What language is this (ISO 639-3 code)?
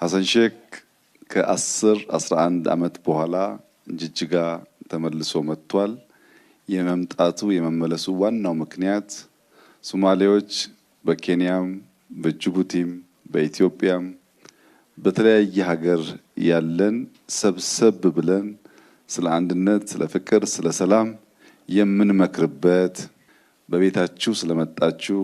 amh